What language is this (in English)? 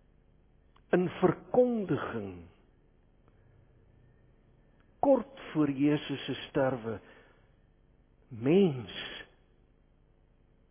Afrikaans